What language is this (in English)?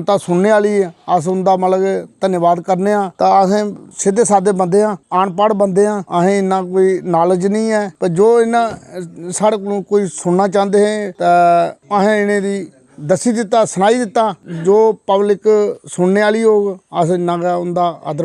Dogri